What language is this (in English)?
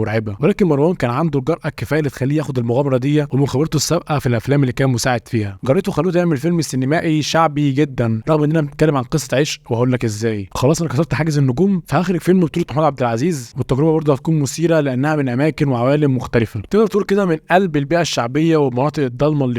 Egyptian Arabic